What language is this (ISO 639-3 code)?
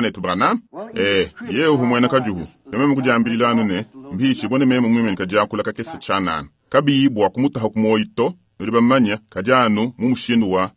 lua